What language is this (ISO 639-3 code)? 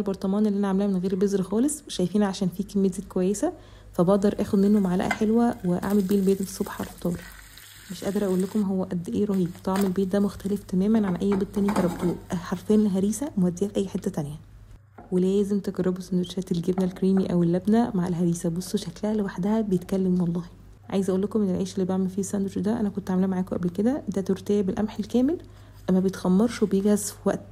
arz